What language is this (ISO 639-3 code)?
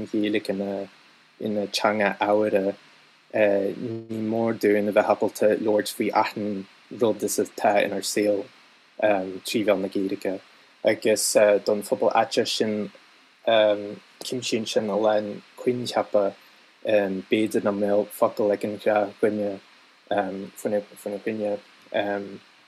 gle